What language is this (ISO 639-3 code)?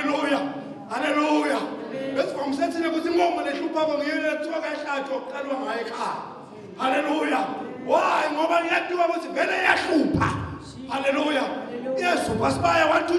zul